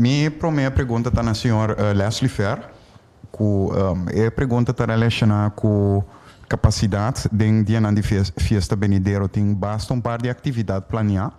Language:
Papiamento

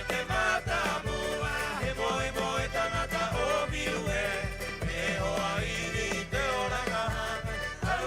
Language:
Rapanui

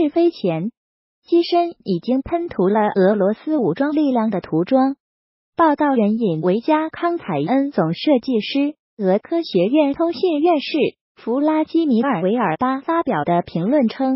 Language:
Chinese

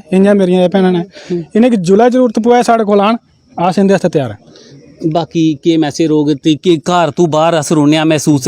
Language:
Dogri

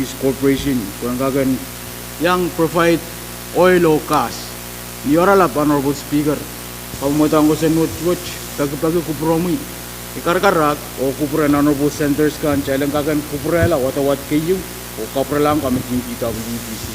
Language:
Pohnpeian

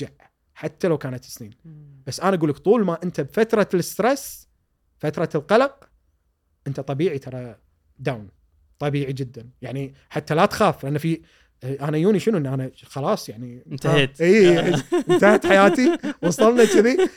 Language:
Gulf Arabic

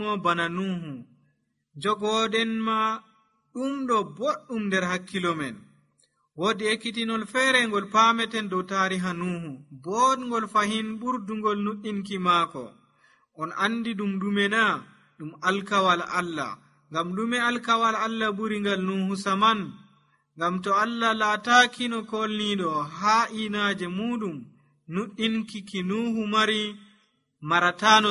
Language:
Nigerian Fulfulde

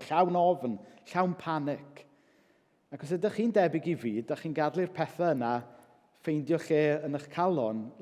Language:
Welsh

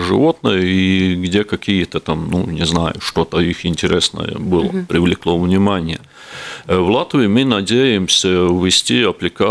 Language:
Russian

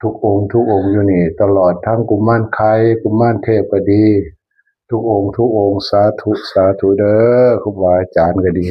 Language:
Northeastern Thai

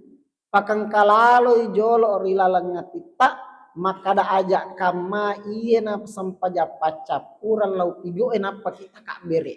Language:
Buginese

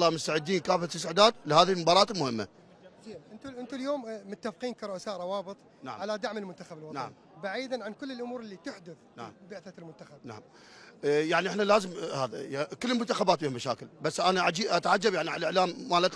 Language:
Mesopotamian Arabic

